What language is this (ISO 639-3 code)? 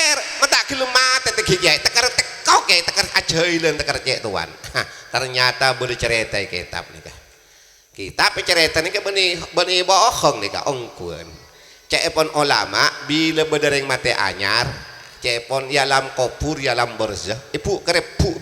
mad